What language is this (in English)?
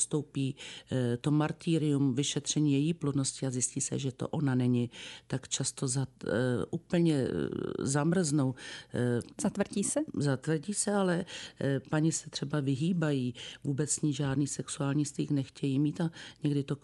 Czech